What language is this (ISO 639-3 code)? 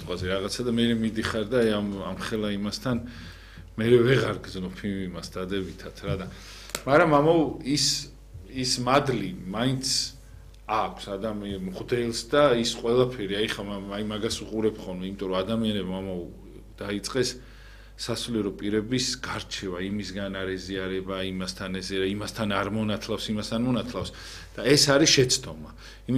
kat